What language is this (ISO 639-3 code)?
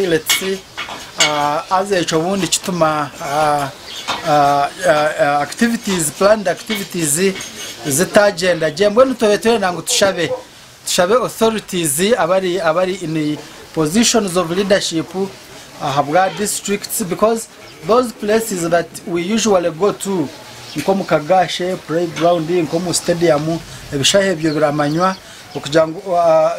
nyn